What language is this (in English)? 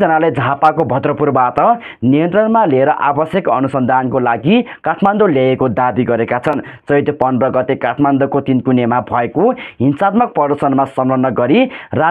Nepali